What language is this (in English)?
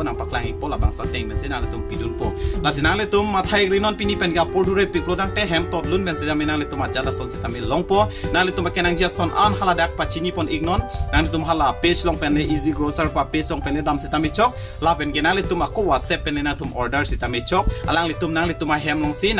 Karbi